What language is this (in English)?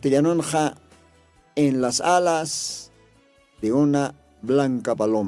Aymara